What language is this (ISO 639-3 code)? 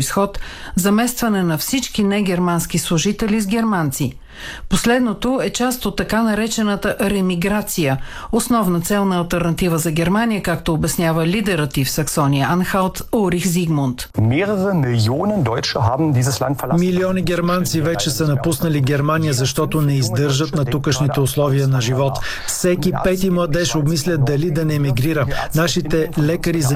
bul